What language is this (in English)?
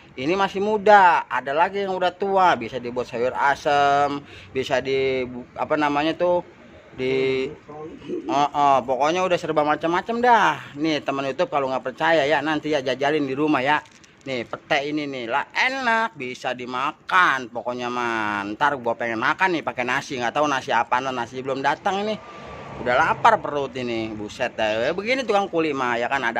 Betawi